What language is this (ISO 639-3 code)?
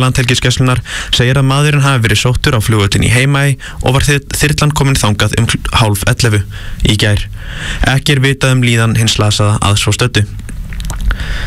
isl